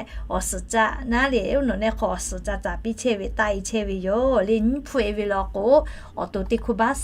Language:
Lahu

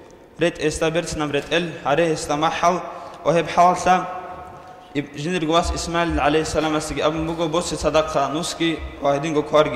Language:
Avaric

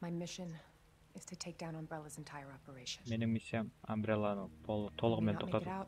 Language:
Kara-Kalpak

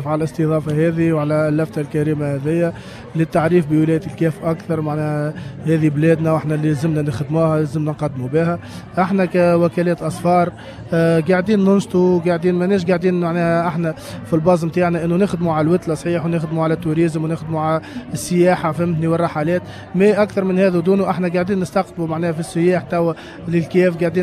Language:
Tunisian Arabic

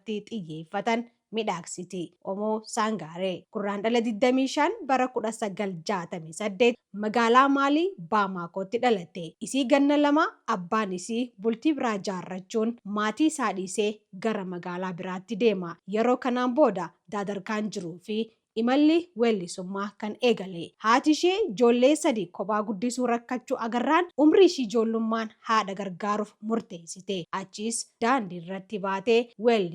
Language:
Oromo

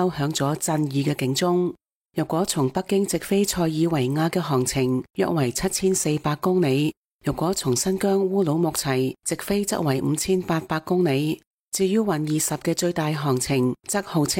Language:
Cantonese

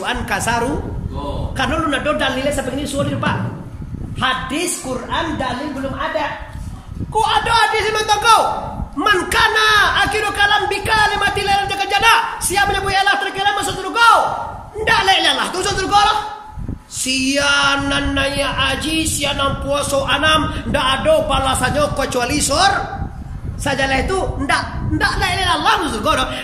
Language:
Minangkabau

